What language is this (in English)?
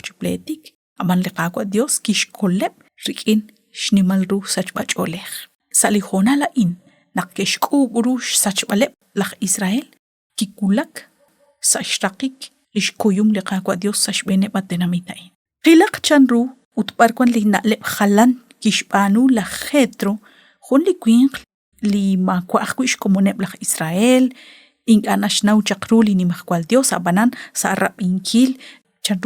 Kekchí